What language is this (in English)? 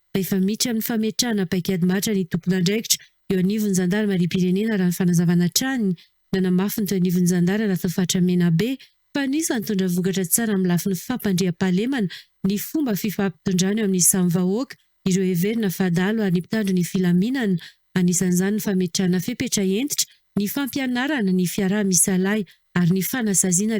Malagasy